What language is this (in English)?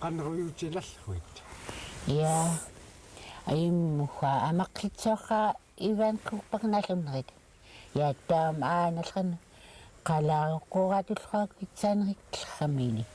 Central Yupik